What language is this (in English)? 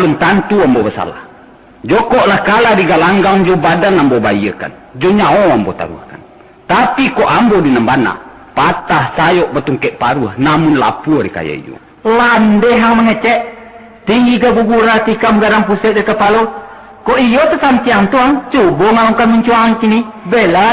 Minangkabau